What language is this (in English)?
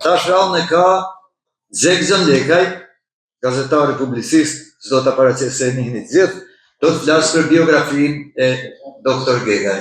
Albanian